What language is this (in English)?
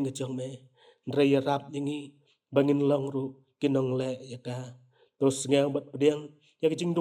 Khasi